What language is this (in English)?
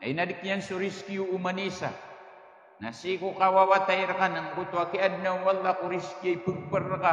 Maranao